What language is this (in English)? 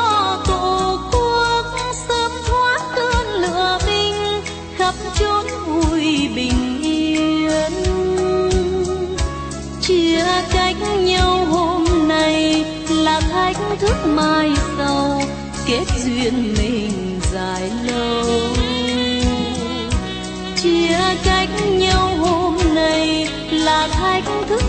Vietnamese